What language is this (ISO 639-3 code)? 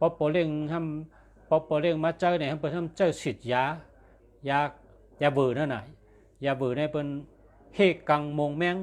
shn